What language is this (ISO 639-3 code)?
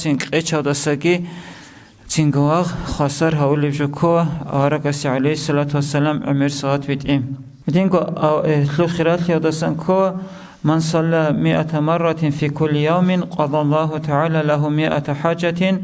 ava